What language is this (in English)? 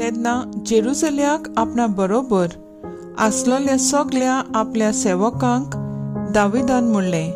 Konkani